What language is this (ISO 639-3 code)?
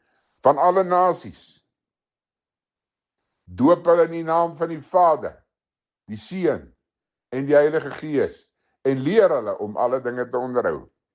afr